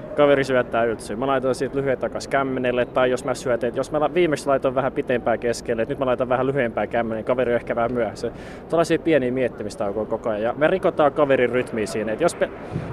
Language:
Finnish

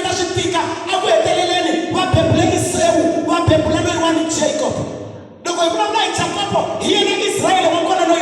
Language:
Tsonga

